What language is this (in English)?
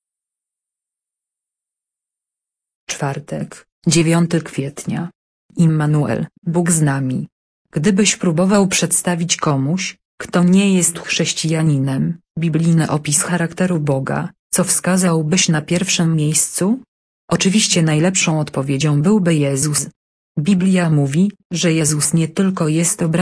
Polish